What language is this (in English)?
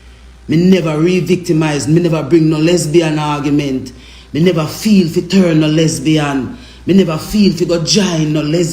Jamaican Creole English